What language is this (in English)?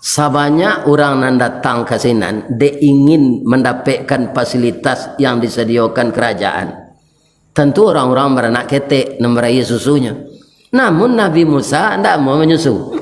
Minangkabau